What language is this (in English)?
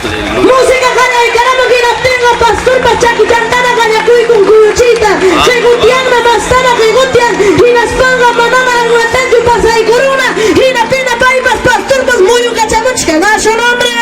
Ayacucho Quechua